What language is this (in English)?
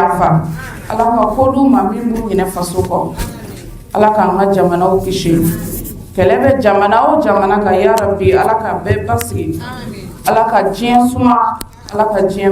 Bambara